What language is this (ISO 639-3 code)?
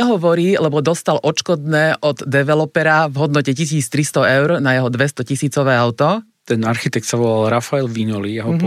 slk